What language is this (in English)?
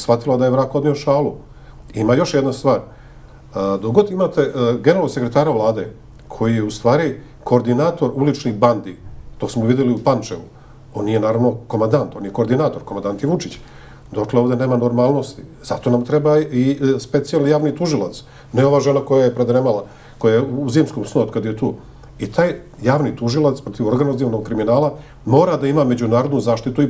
Serbian